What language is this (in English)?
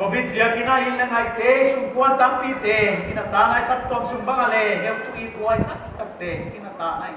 Paite Chin